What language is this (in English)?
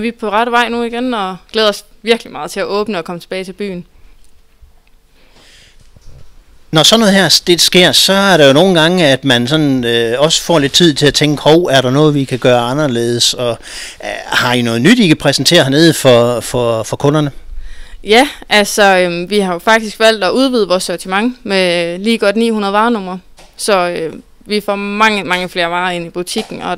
Danish